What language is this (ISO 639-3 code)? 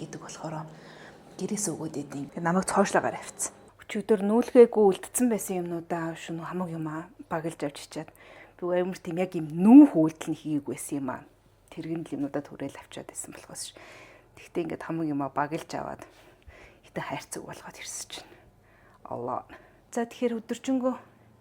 mon